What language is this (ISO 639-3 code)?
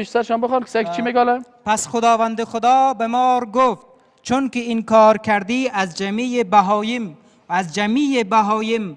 fas